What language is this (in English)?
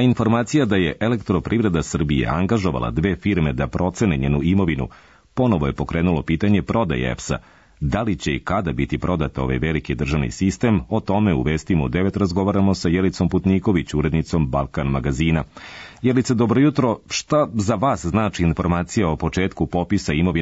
Serbian